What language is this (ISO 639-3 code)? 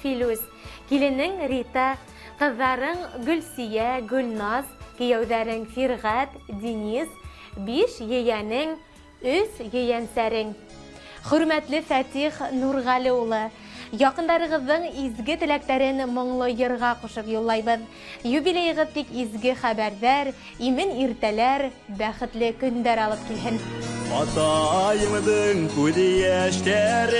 bak